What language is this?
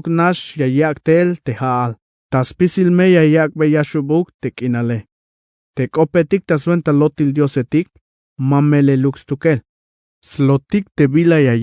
Tzeltal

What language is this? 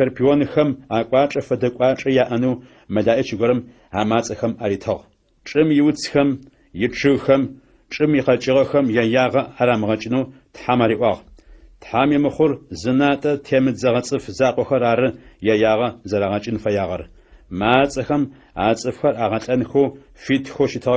Adyghe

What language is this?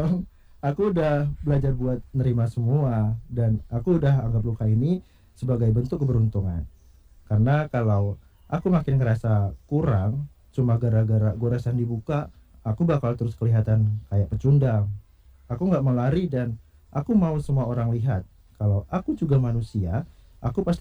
Indonesian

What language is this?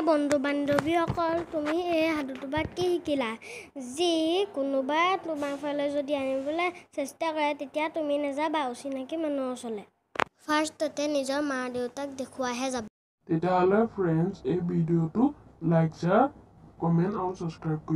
Assamese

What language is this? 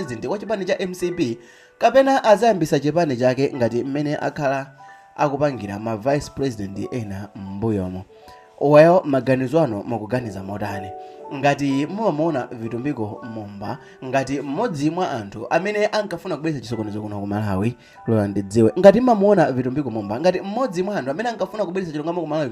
Nyanja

